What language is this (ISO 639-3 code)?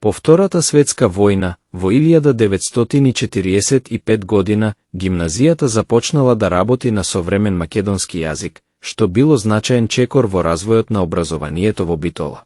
mkd